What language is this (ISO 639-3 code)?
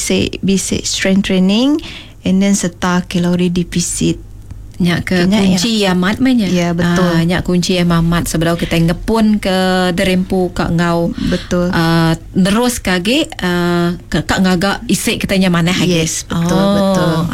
iba